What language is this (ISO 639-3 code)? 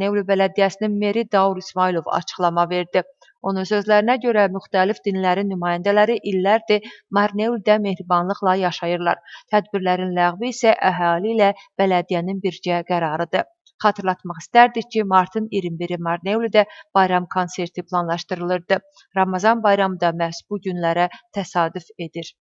aze